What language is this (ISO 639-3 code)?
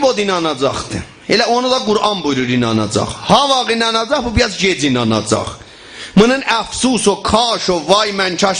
azb